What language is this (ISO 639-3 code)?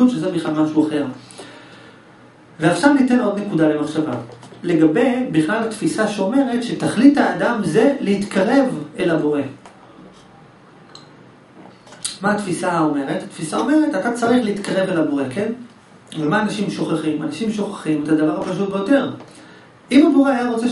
heb